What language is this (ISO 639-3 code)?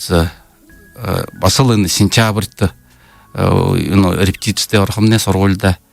bua